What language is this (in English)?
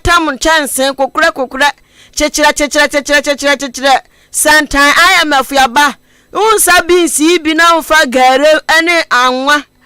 Akan